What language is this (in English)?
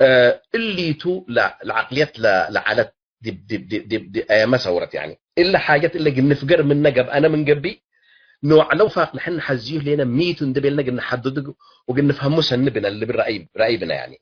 Tigre